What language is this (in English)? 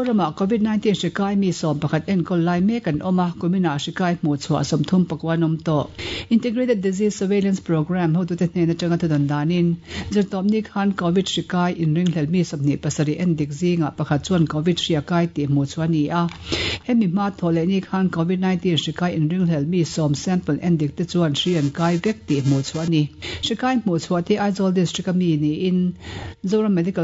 Mizo